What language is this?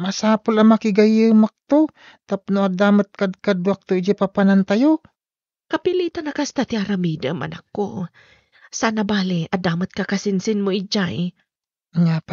Iloko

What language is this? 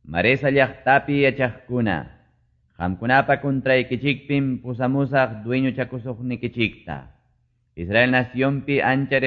Quechua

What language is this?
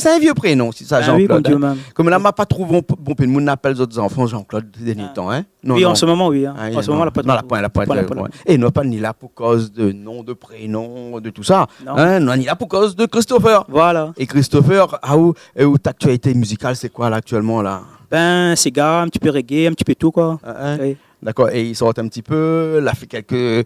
Réunion Creole French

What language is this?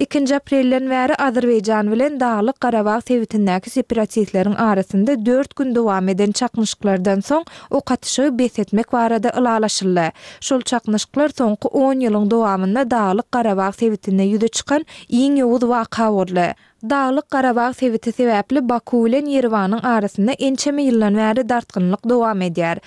Turkmen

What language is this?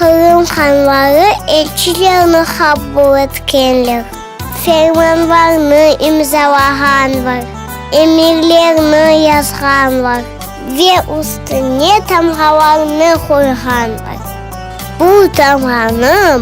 Crimean Tatar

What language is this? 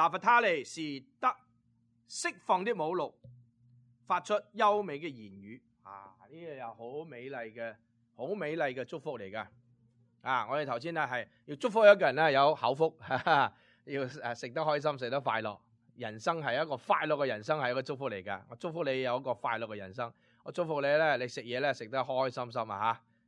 Cantonese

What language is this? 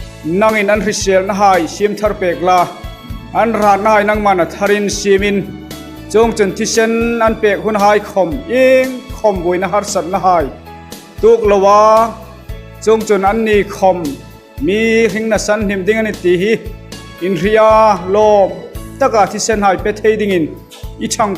Hmar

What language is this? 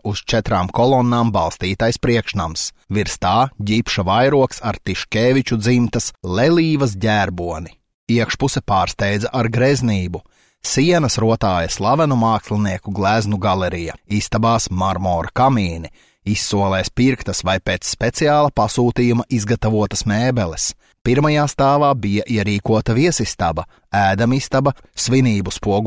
Latvian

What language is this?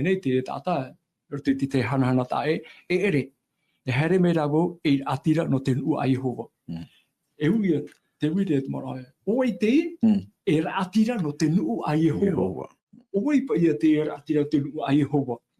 Tahitian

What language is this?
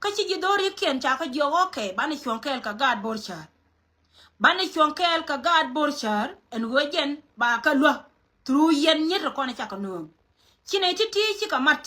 Nuer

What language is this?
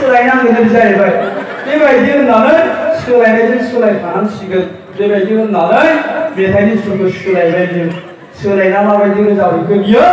Bodo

